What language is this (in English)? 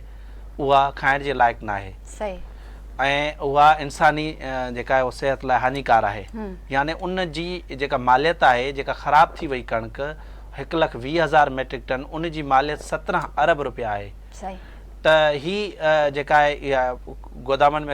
Sindhi